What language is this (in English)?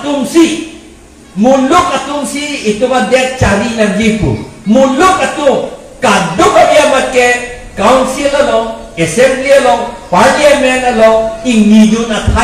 Karbi